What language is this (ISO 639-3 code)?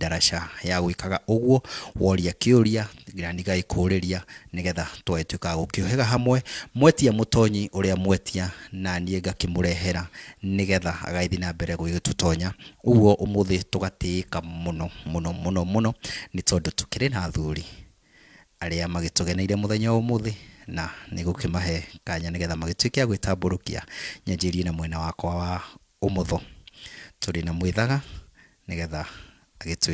kik